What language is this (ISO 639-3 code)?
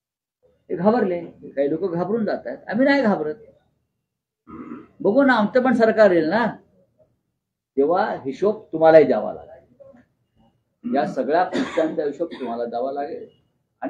mar